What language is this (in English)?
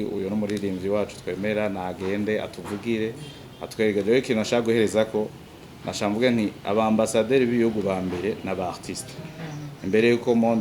Rundi